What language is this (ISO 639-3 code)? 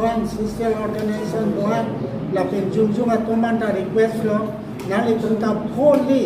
mjw